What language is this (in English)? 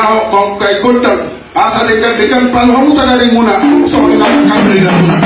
Batak Toba